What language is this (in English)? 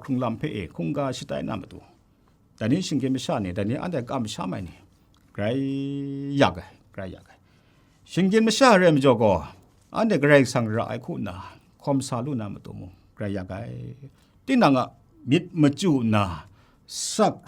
Kachin